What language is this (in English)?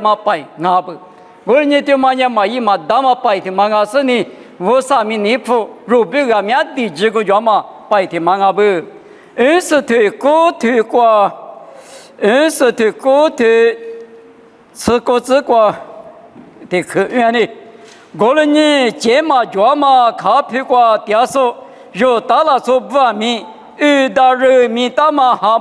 Lisu